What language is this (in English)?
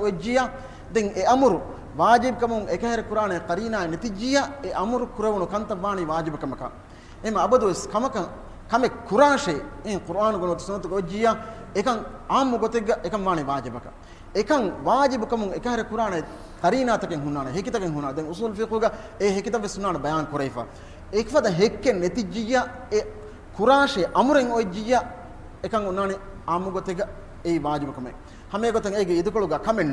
Divehi